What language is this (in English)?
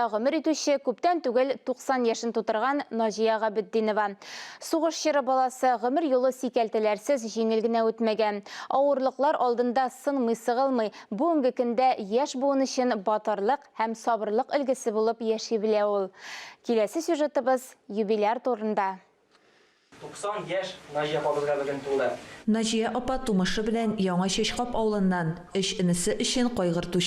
Tatar